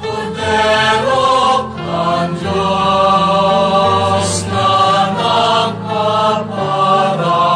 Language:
Bikol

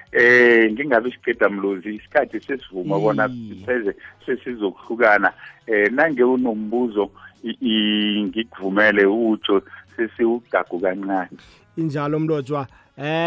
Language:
South Ndebele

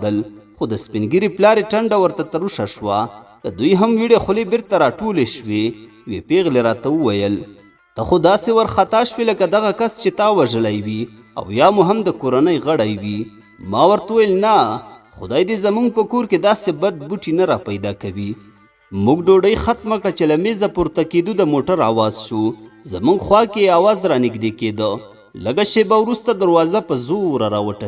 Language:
Pashto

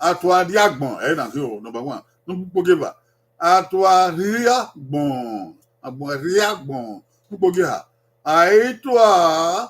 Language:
Bini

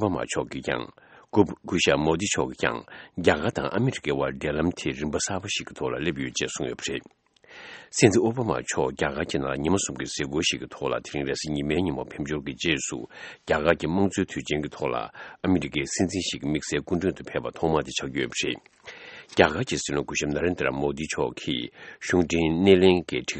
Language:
Tibetan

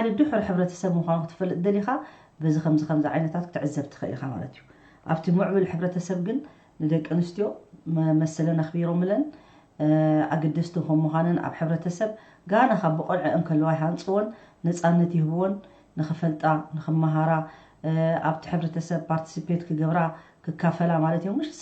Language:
Tigrinya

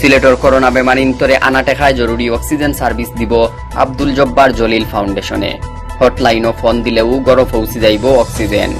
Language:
Sylheti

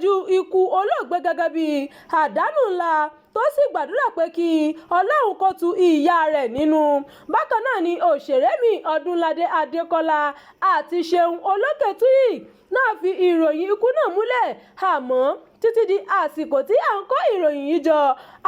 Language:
Yoruba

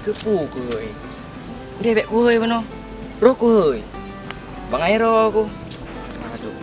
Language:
Achinese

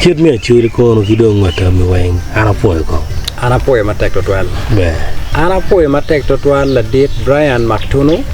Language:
Acoli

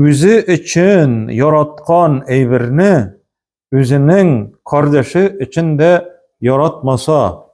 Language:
Tatar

